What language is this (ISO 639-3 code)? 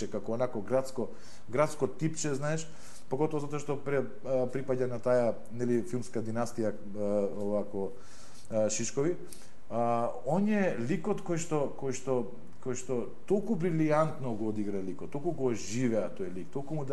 mkd